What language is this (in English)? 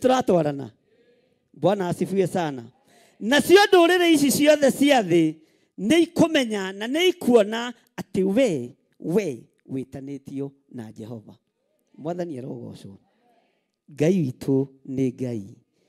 Kikuyu